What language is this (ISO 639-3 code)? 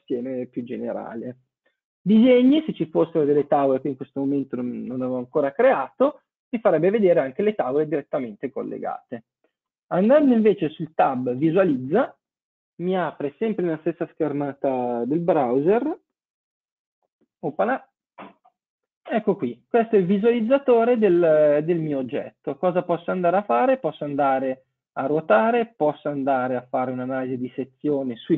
ita